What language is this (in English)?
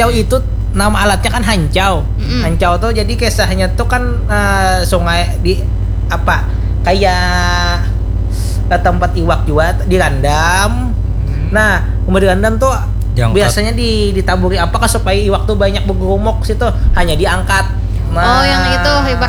Banjar